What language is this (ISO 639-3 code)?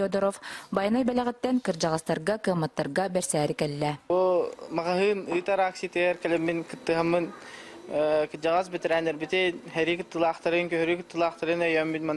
sah